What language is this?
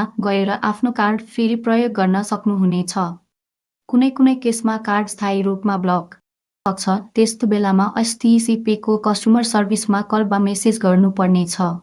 Nepali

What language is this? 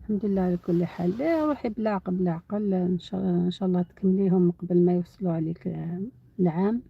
Algerian Arabic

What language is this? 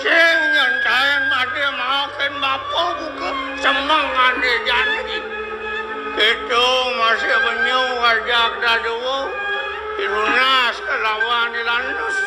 Balinese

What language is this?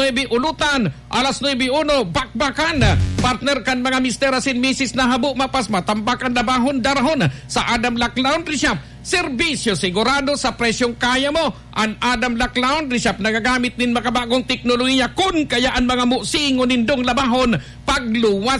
Bikol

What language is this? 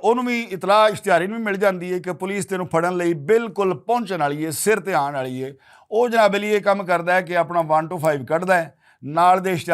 Western Panjabi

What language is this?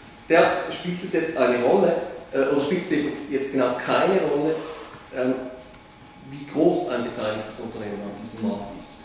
German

